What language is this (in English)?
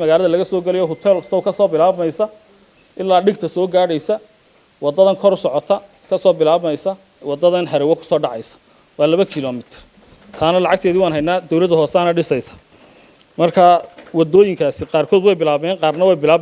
Somali